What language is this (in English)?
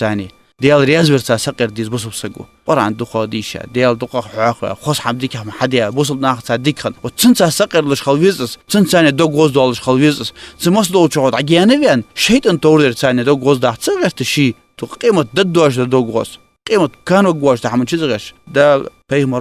Ingush